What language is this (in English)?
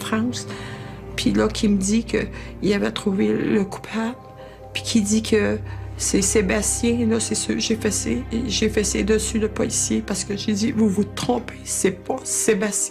French